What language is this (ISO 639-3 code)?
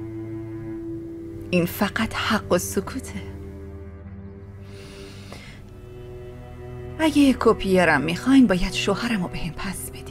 fas